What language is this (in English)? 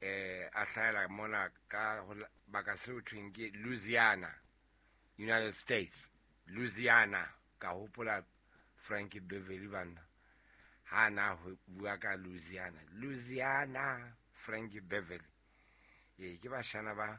Southern Sotho